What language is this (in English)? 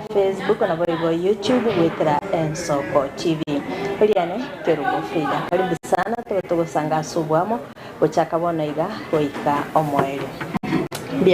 Gusii